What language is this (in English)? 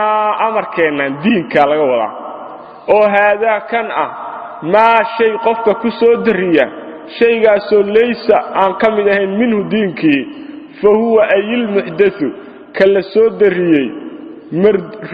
Somali